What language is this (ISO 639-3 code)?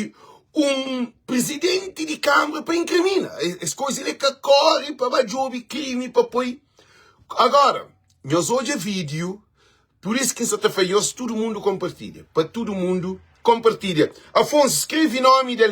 kea